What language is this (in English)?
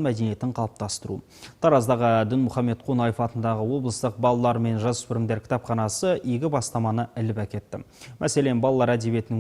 Kazakh